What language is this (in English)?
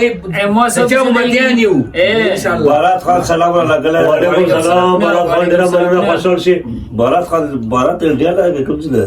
Pashto